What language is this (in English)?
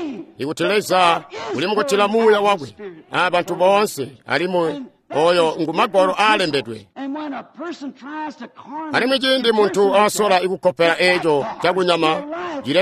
Tonga (Zambia)